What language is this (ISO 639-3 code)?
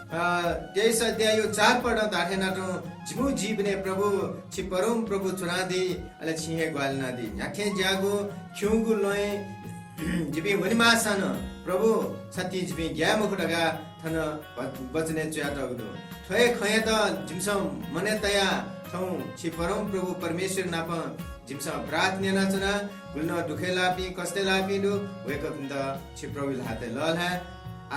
new